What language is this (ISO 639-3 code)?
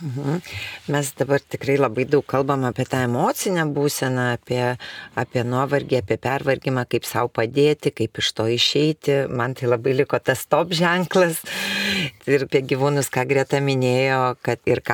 lit